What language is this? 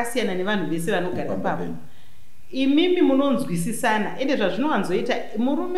Shona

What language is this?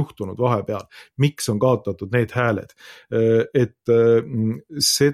Estonian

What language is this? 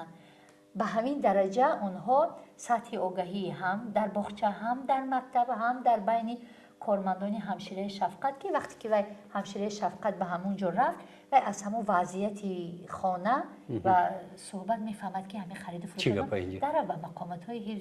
Tajik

